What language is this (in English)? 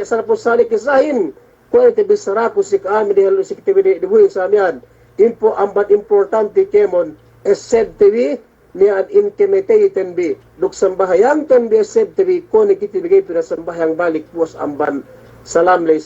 Yakan